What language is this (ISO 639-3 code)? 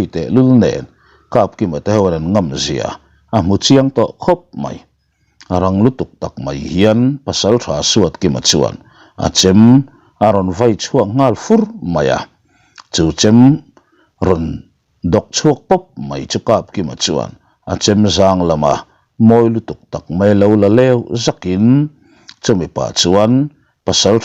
lus